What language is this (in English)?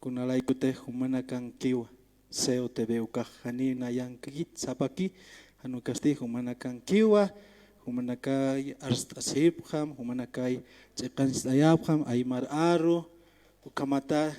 Aymara